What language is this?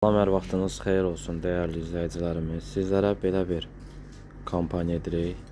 Azerbaijani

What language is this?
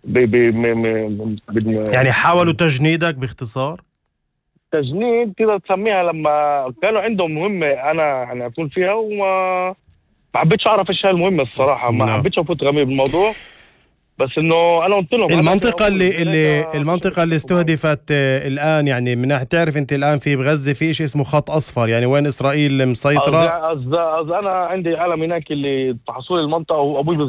North Levantine Arabic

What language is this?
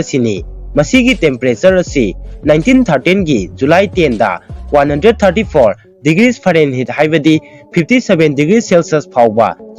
Manipuri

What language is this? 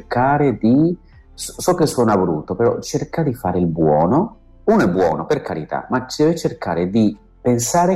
Italian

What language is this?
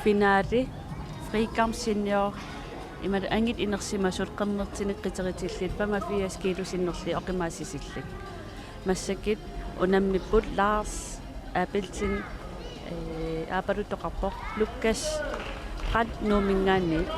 Kalaallisut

